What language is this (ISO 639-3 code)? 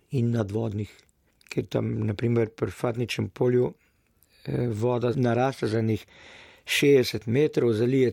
slv